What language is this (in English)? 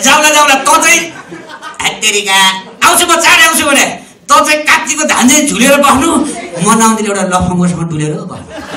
Nepali